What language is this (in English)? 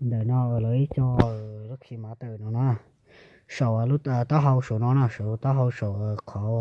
Hmong